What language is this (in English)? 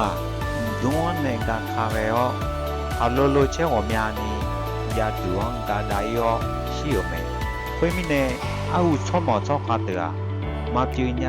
Akha